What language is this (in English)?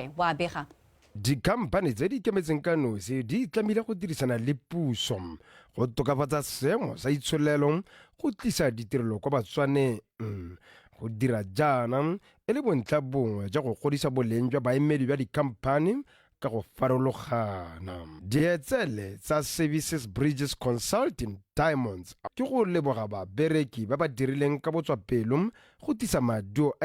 Tswana